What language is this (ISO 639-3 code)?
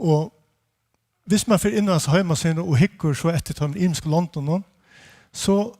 fao